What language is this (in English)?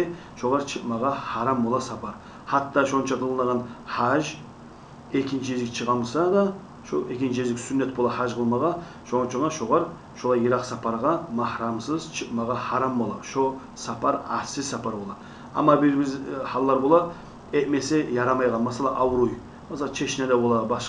Kumyk